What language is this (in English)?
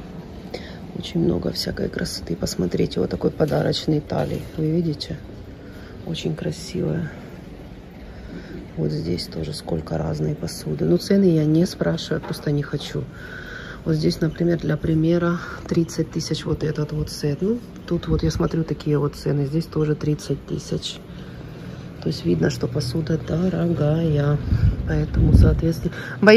Russian